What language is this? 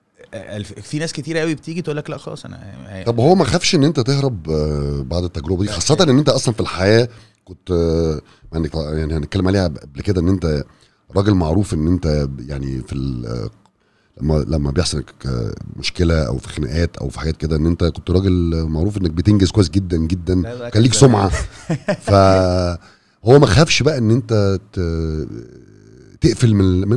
Egyptian Arabic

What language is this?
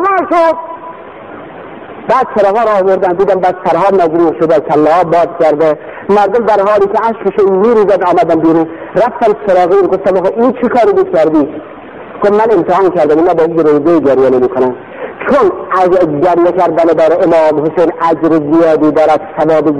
Persian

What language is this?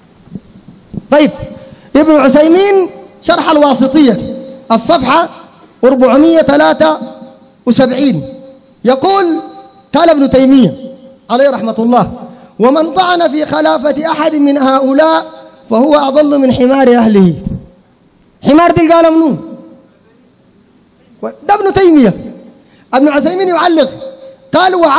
Sudanese Arabic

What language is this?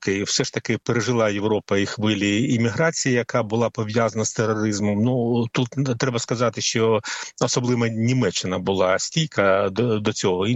Ukrainian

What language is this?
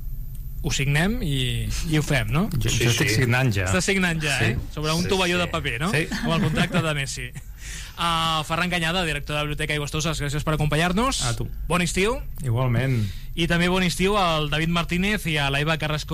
Catalan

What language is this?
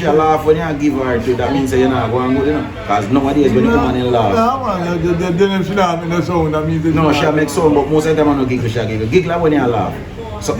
Jamaican Creole English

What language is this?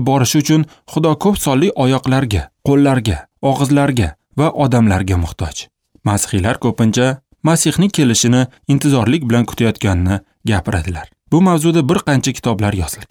Uzbek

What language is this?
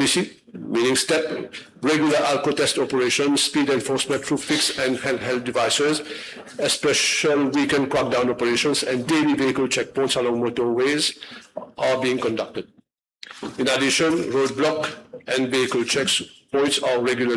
Morisyen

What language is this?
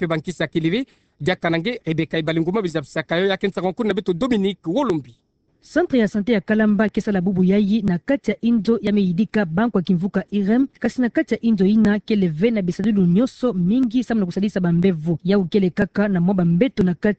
Kituba (Democratic Republic of Congo)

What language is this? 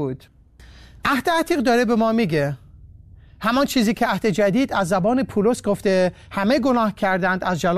Persian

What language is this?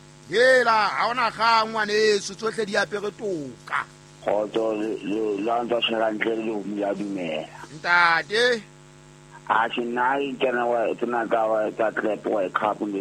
Southern Sotho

